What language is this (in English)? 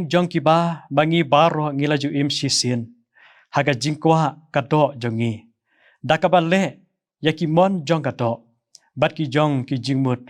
Khasi